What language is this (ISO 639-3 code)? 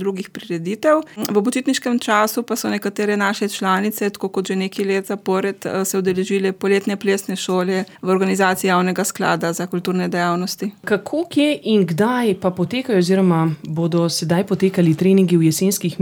slv